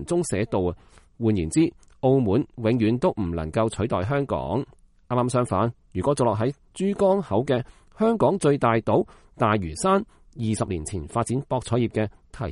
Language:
Cantonese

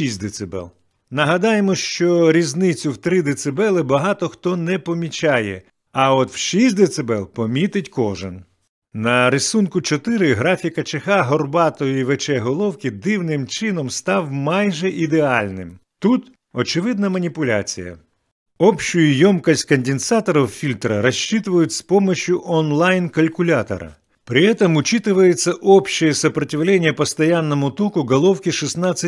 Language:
Ukrainian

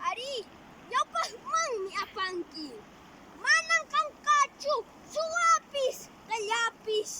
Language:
Quechua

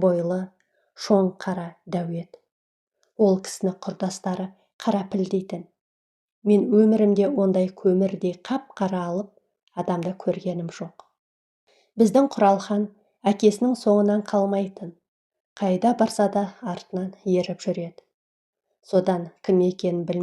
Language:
Kazakh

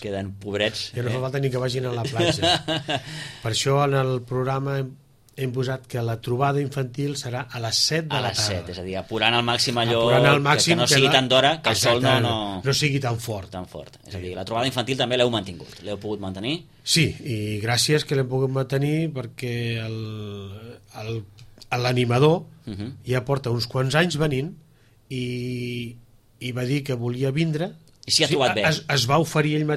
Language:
Catalan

